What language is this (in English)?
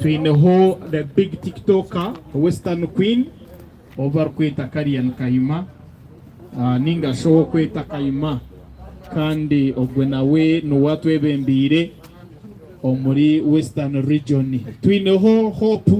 Nyankole